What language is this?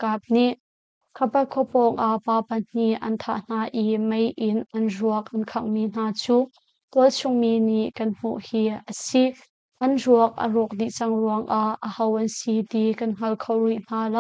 Hakha Chin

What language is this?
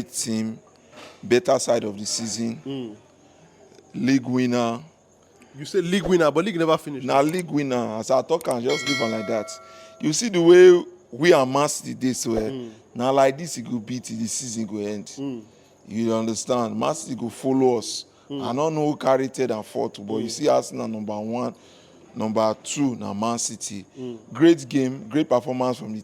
Nigerian Pidgin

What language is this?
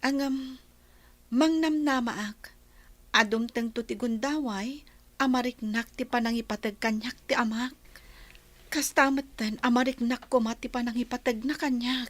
Iloko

